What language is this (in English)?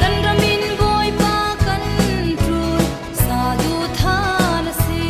Falam Chin